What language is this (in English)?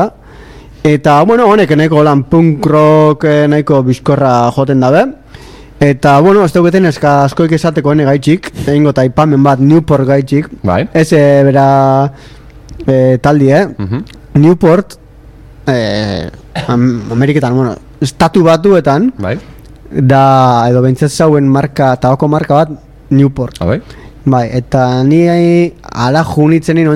Basque